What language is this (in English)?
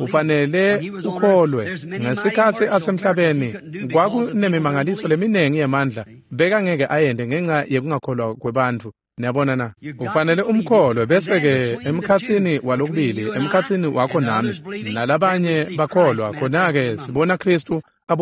Swati